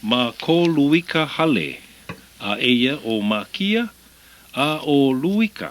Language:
Hawaiian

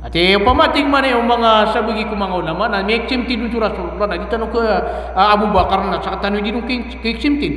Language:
Maranao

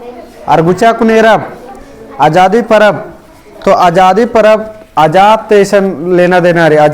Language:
Kurukh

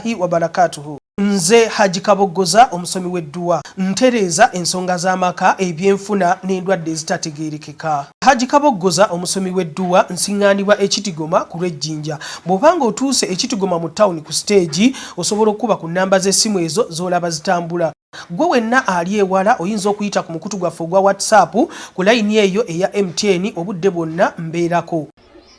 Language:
Ganda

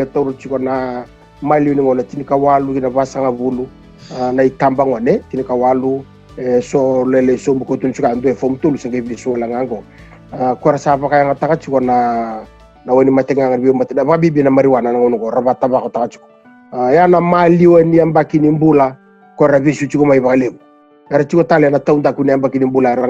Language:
Fijian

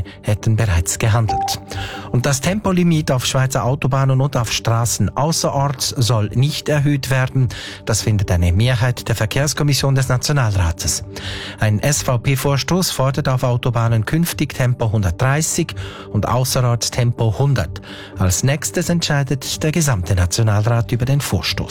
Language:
German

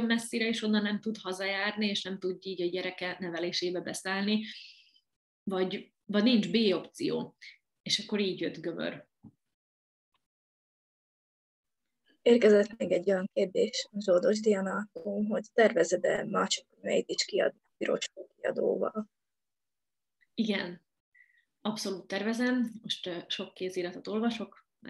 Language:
Hungarian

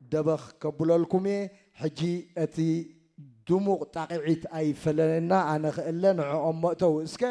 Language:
Tigrinya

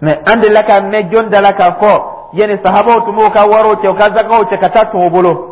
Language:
Dyula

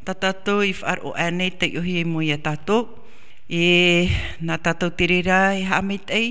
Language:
Tahitian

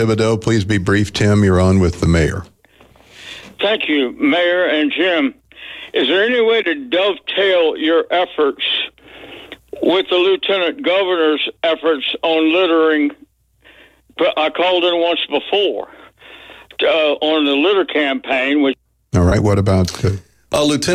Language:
English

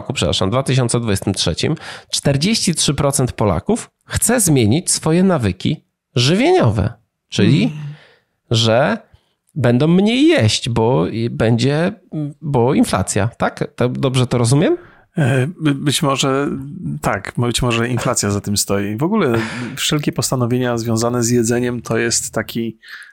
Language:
Polish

